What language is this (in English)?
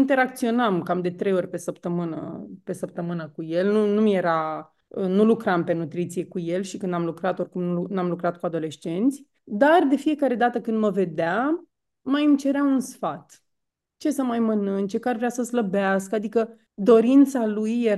Romanian